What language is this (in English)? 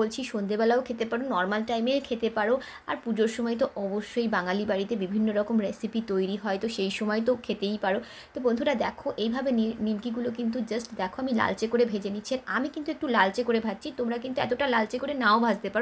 Bangla